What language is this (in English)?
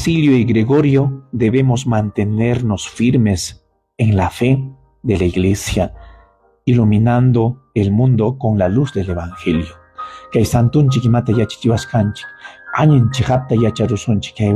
Ayacucho Quechua